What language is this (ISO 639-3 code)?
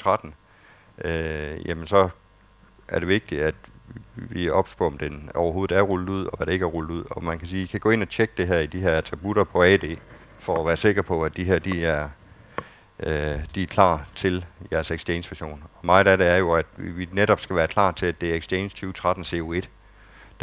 dan